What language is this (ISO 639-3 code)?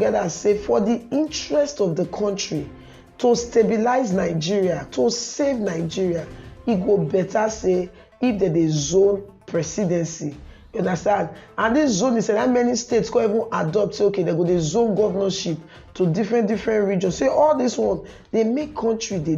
pcm